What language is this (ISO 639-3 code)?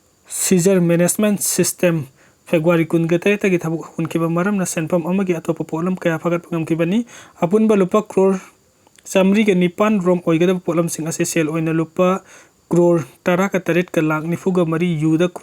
mni